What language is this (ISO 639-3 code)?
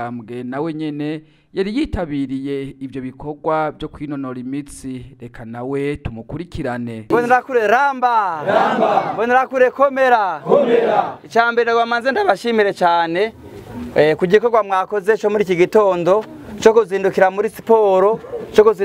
run